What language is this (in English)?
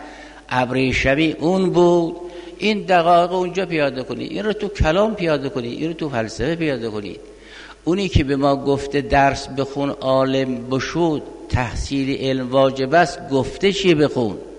Persian